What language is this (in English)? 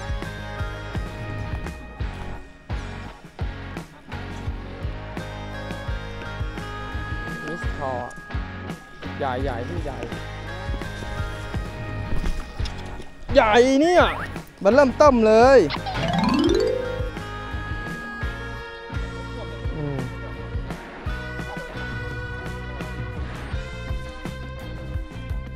Thai